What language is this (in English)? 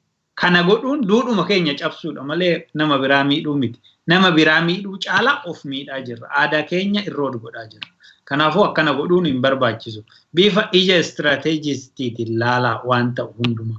Oromo